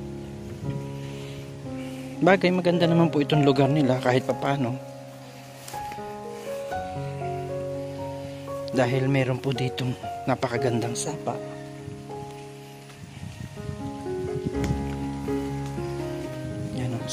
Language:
Filipino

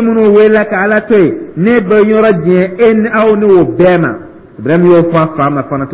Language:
Dyula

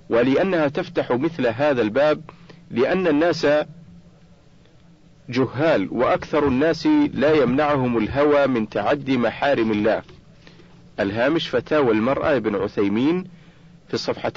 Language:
Arabic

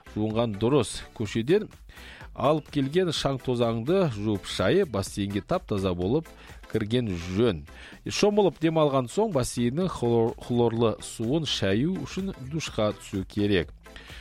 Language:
Kazakh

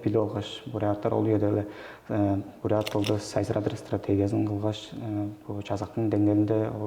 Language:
Tuvinian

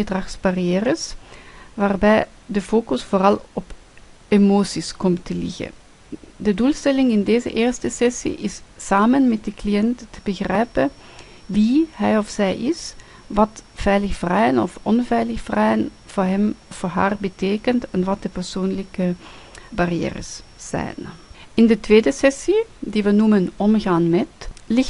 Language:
Dutch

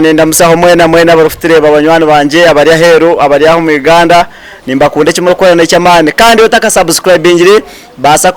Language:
Nyankole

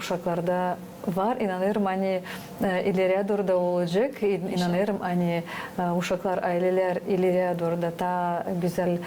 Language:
Gagauz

